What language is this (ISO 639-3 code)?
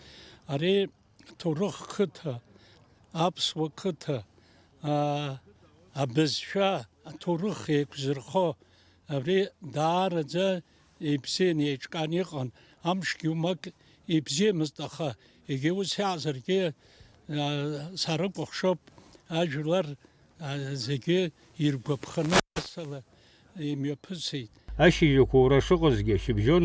abk